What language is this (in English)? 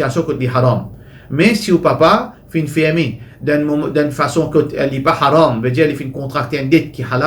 Morisyen